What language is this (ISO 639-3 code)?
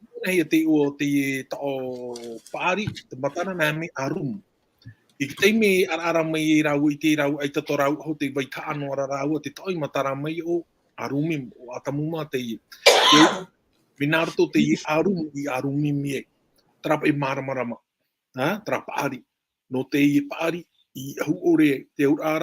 tah